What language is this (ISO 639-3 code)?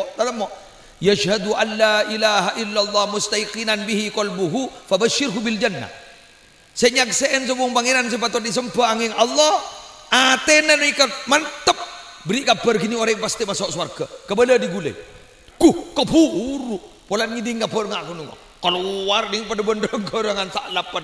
mad